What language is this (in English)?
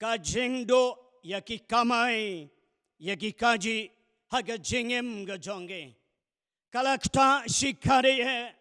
Khasi